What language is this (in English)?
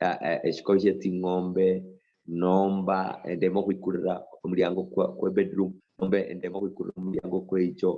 Luyia